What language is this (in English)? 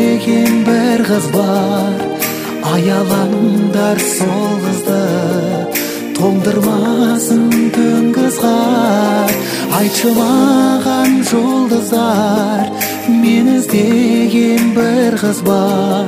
Kazakh